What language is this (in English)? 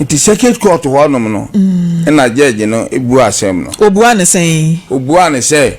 Akan